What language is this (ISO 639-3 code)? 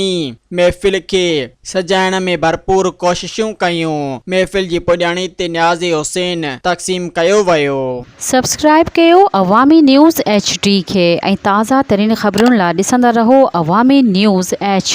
snd